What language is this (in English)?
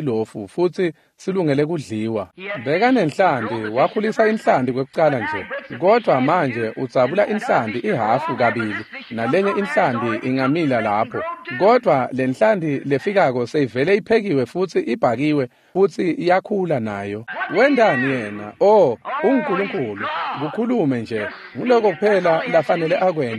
Swati